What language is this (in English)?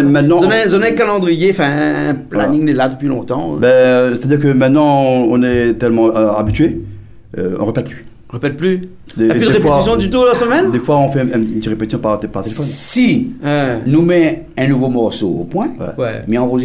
Réunion Creole French